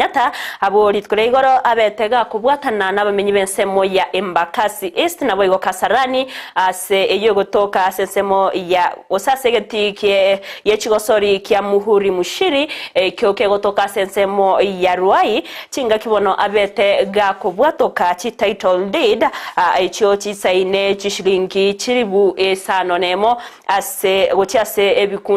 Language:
Gusii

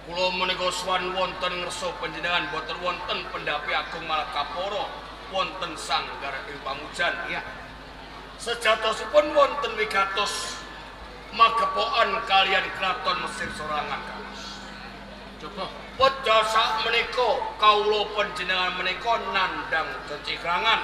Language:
Javanese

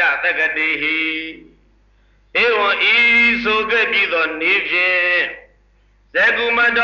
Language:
Burmese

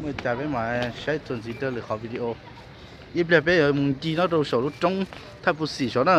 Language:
Hmong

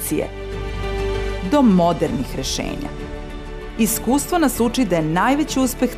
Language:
Serbian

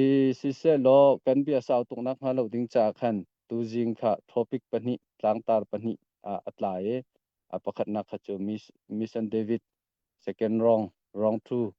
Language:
Hakha Chin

